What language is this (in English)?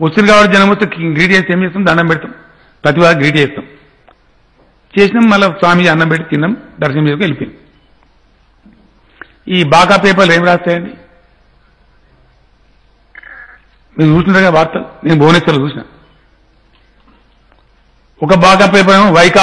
Telugu